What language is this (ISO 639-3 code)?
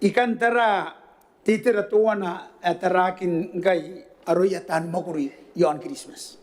gil